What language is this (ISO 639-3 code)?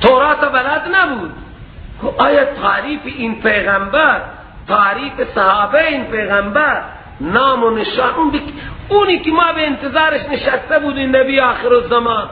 fas